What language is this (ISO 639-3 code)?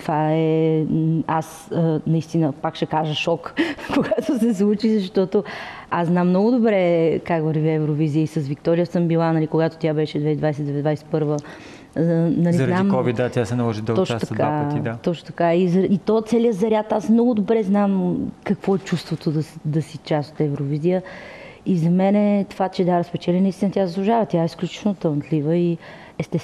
bul